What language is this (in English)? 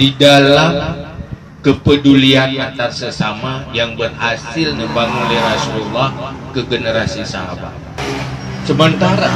Achinese